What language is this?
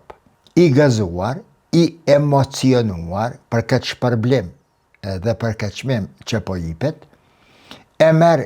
Albanian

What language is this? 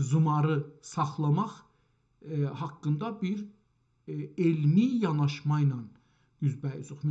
South Azerbaijani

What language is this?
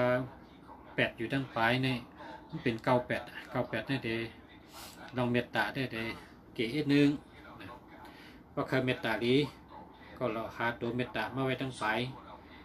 Shan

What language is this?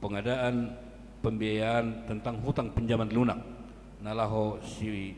Batak Toba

